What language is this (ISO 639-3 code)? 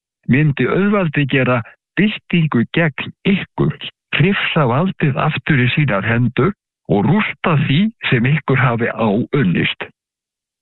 isl